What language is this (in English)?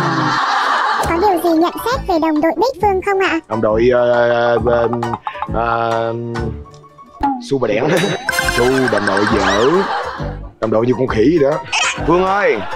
Vietnamese